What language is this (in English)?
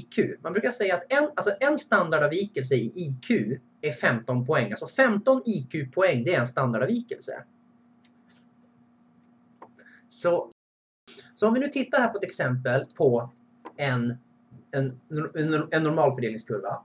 Swedish